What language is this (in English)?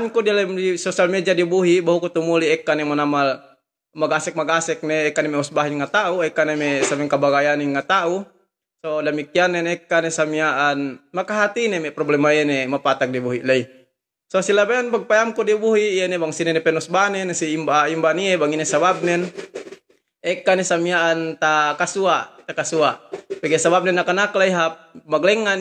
Yakan